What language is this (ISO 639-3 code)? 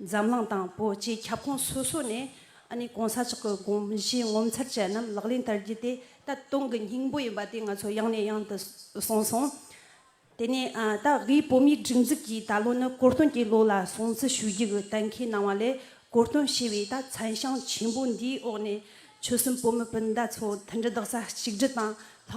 bod